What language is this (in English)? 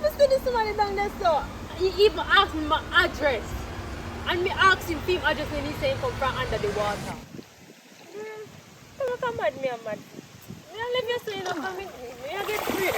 Jamaican Creole English